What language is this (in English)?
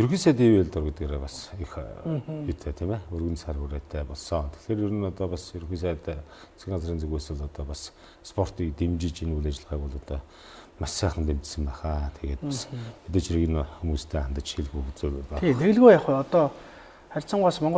Mongolian